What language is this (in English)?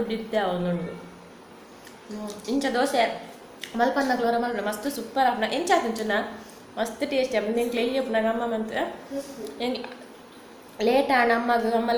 Tulu